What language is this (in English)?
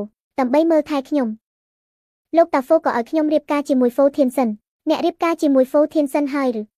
Khmer